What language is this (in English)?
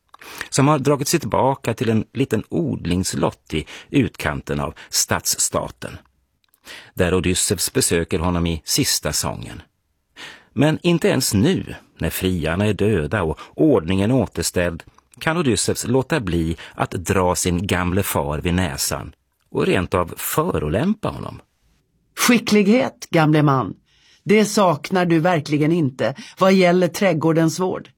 Swedish